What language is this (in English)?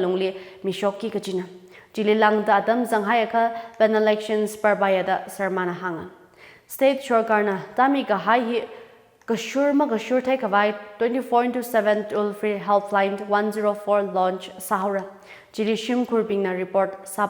Tangkhul Naga (India)